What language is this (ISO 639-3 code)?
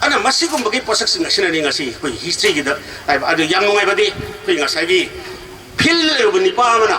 mni